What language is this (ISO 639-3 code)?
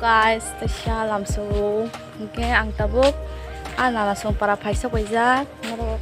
trp